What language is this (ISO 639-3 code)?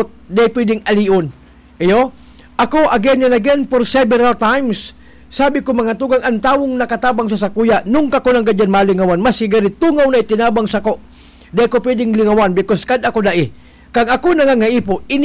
bik